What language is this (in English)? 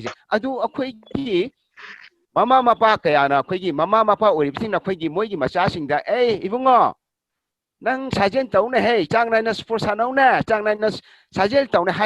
Manipuri